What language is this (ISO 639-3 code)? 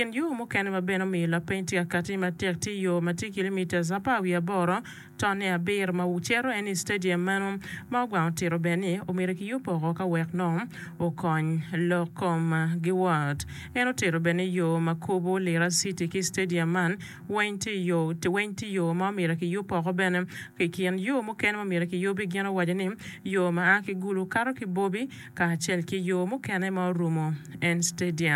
ach